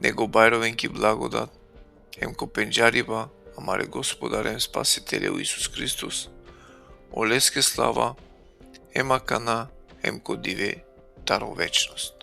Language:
Balkan Romani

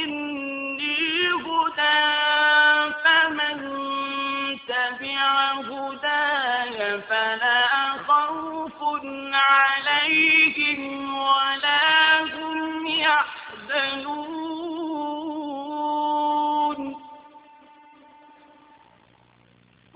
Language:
Arabic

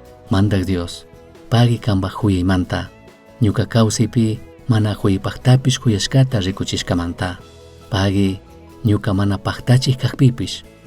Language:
Chimborazo Highland Quichua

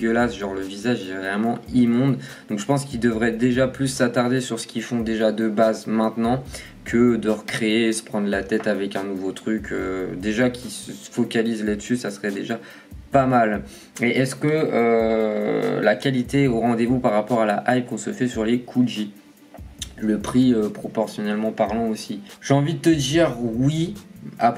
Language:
French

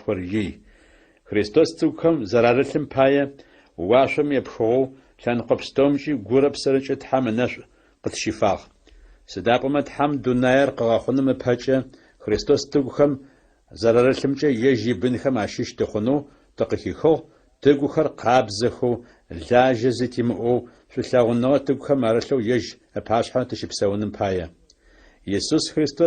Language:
Adyghe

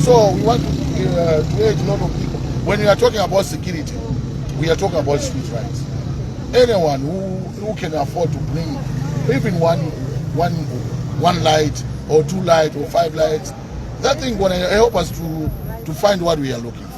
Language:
Nyanja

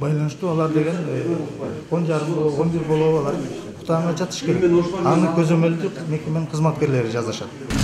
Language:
Kyrgyz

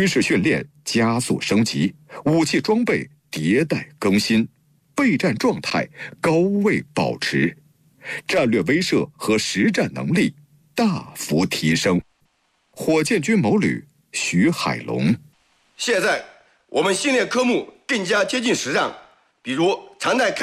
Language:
Chinese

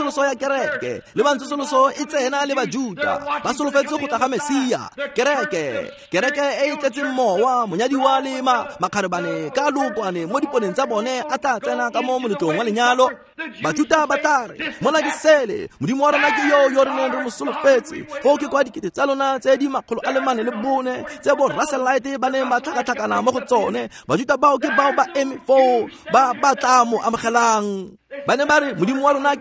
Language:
Tswana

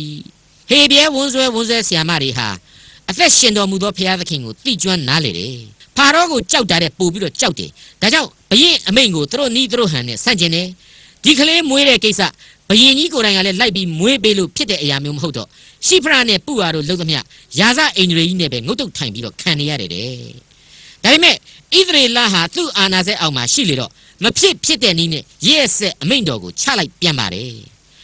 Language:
Burmese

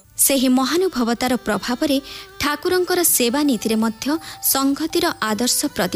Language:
Odia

